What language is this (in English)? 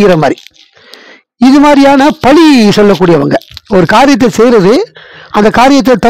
Tamil